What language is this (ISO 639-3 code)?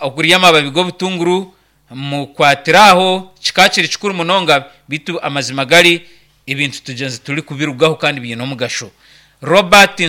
nyn